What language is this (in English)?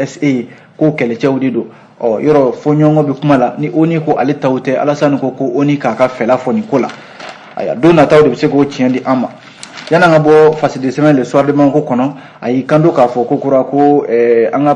Bambara